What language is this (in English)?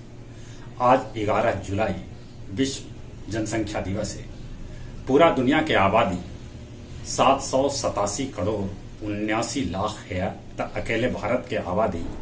Magahi